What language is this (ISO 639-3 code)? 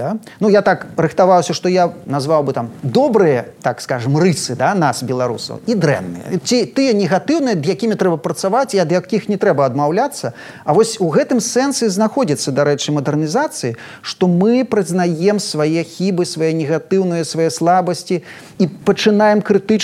bel